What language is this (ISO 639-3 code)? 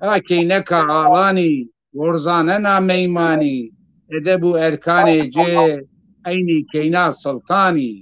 zza